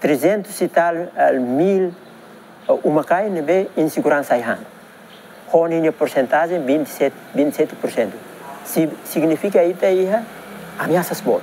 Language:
Tetum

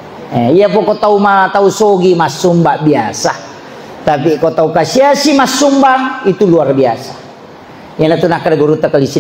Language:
Buginese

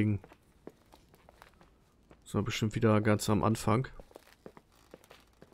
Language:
German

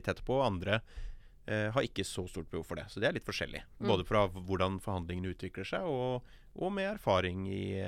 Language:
Norwegian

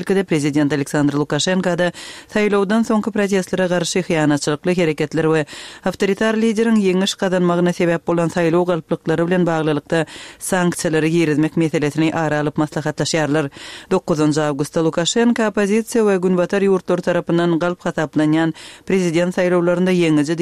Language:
Kyrgyz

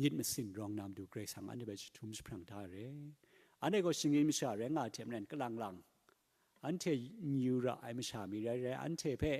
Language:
Kachin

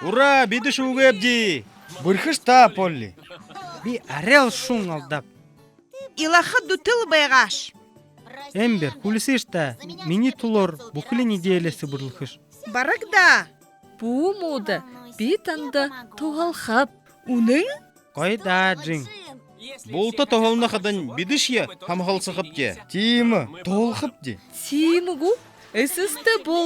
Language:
Buriat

